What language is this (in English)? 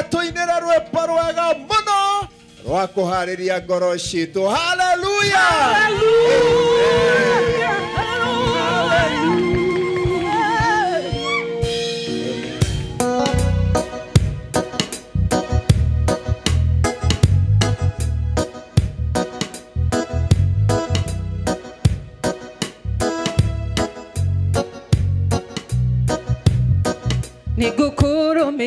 Kikuyu